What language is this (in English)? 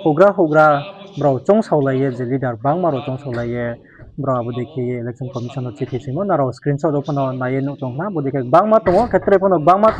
Riang (India)